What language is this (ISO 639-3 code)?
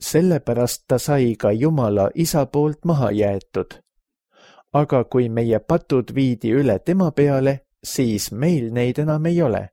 est